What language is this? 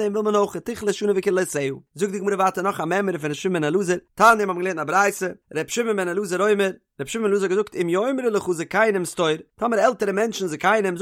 Yiddish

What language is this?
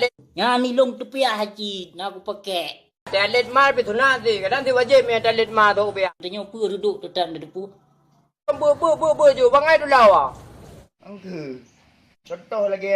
Achinese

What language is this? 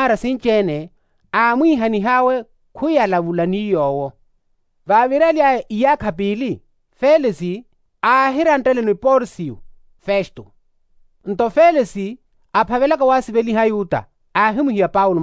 Makhuwa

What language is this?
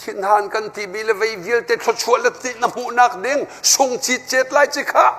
Hakha Chin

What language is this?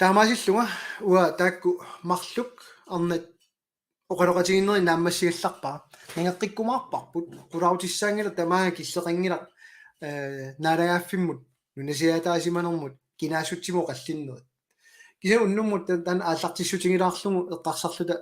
Kalaallisut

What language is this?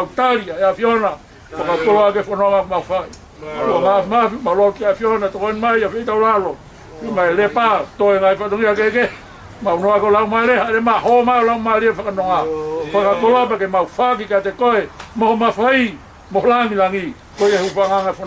Tongan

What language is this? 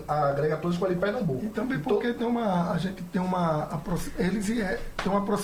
Portuguese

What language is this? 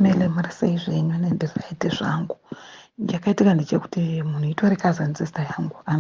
Shona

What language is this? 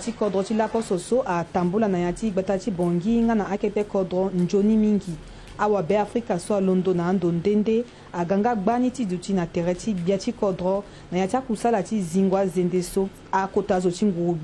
Sango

